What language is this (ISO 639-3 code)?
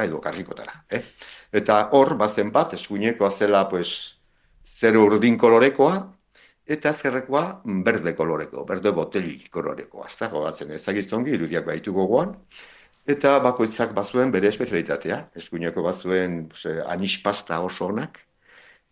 eus